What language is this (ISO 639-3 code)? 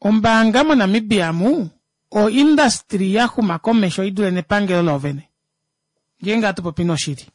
kua